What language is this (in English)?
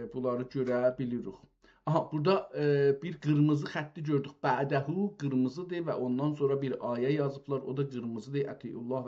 South Azerbaijani